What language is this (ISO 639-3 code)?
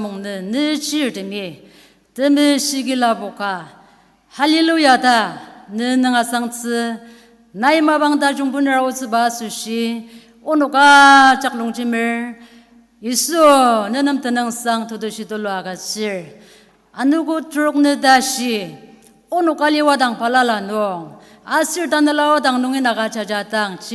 njo